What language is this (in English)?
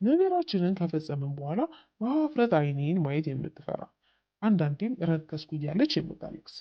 Amharic